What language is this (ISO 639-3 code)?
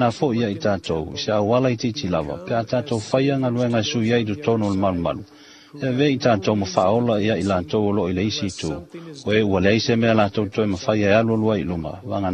smo